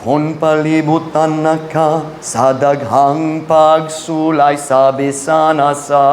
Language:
Cebuano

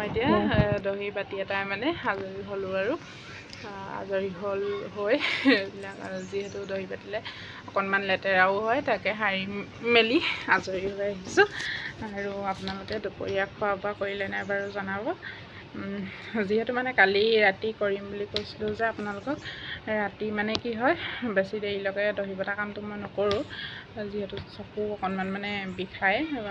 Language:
Assamese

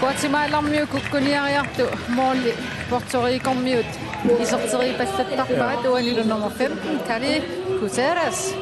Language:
Kalaallisut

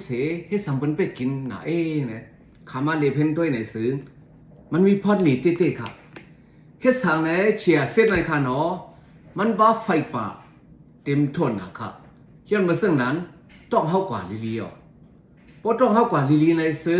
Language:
Shan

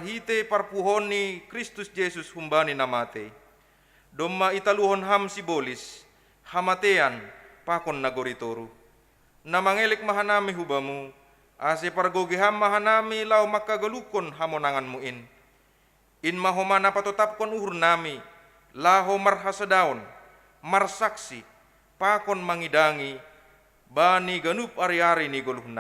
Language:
Batak Simalungun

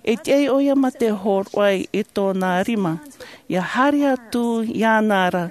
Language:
Tahitian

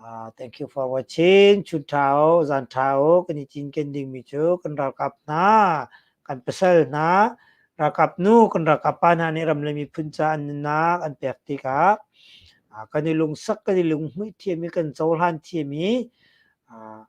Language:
Hakha Chin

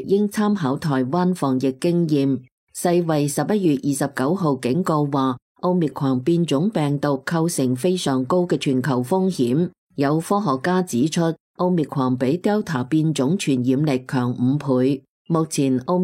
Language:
Cantonese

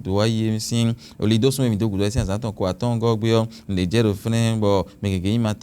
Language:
Fon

